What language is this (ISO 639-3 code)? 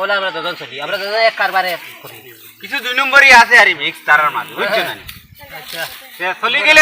syl